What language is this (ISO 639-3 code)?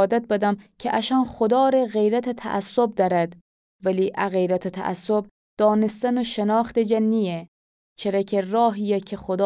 glk